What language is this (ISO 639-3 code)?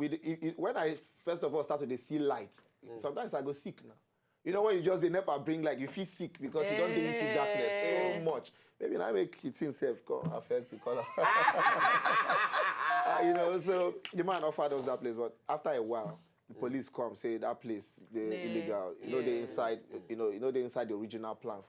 pcm